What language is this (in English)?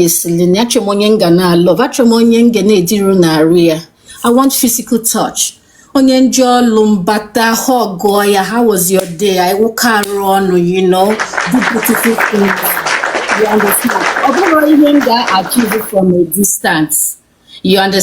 Igbo